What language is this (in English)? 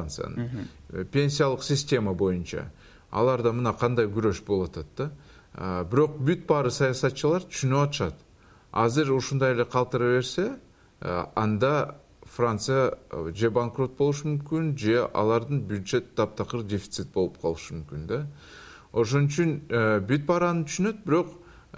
Kyrgyz